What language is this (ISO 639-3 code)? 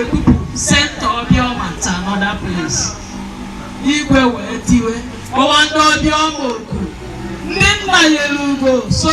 ibo